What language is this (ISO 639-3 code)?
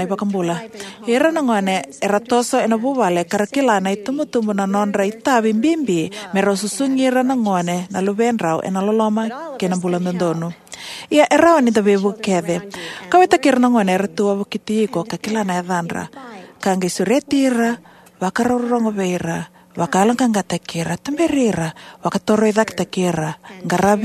fij